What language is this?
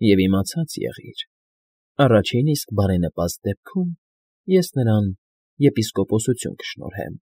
Armenian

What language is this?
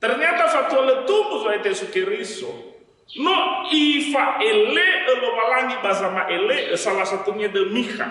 Nias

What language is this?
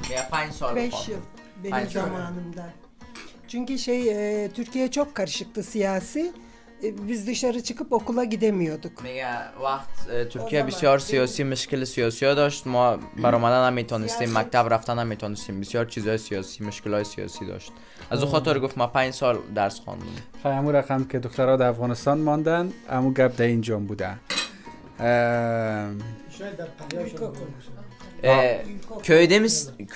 Persian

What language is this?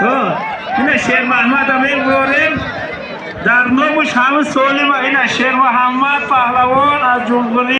Tajik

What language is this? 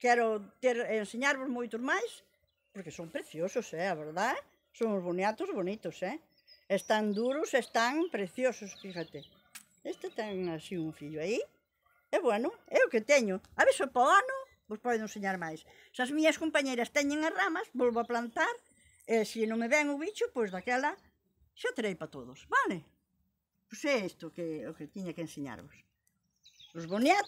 Galician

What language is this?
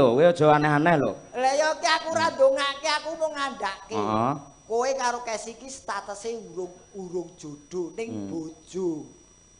Javanese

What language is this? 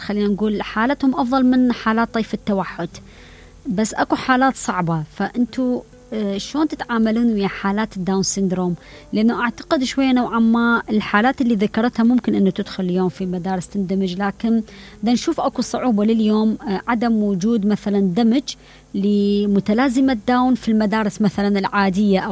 Mesopotamian Arabic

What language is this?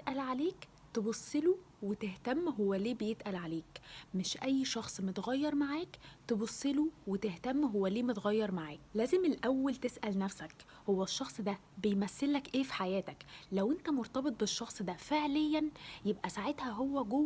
Egyptian Arabic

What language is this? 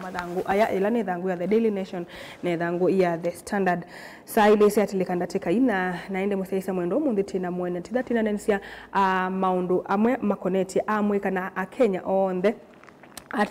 Kamba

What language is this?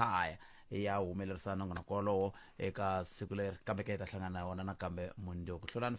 Tsonga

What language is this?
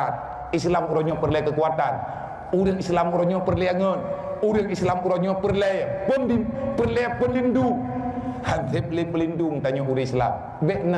Achinese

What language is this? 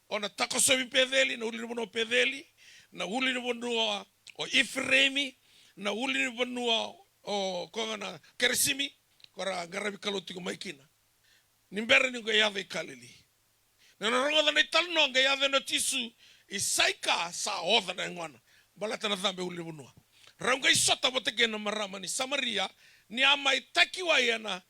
Fijian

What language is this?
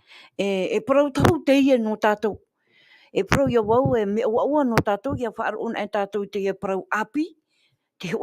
Tahitian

